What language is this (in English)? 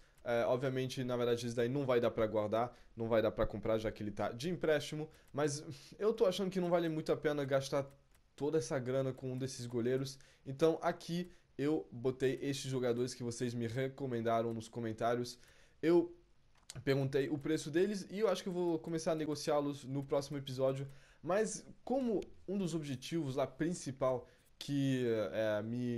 Portuguese